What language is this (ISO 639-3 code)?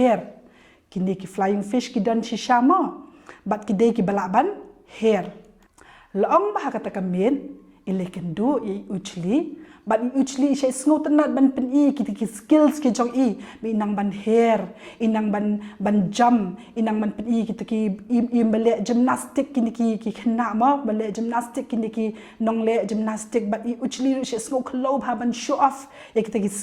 kha